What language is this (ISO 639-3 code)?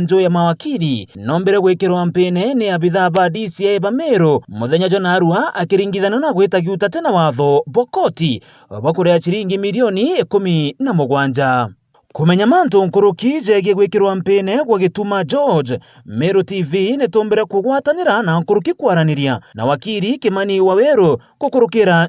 mer